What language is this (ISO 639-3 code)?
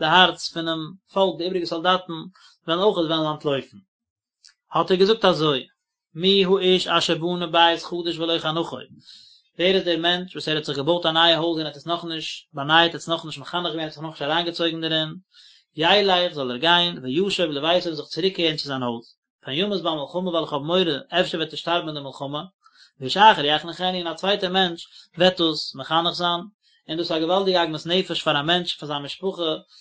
yid